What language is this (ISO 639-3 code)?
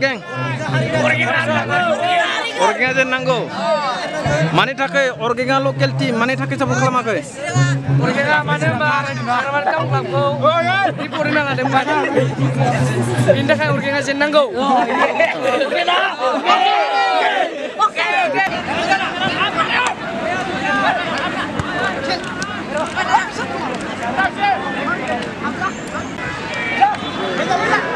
brx